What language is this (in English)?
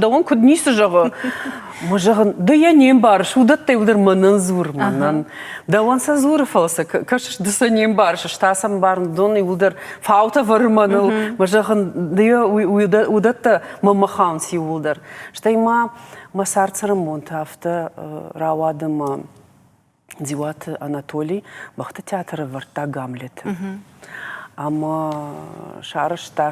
Ossetic